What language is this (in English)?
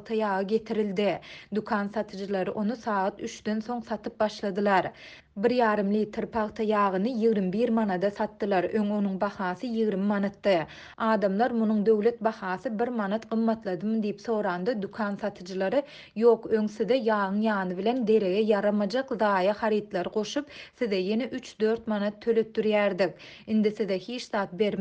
Turkmen